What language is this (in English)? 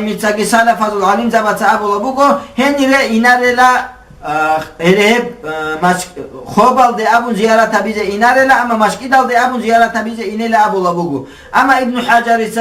Avaric